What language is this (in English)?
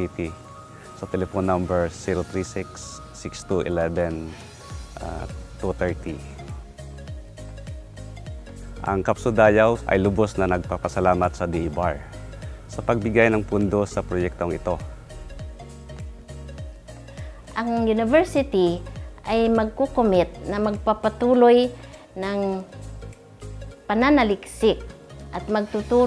Filipino